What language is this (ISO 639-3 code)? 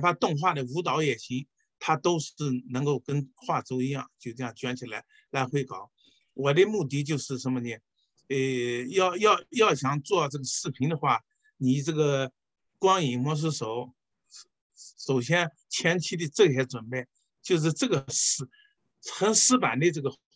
zho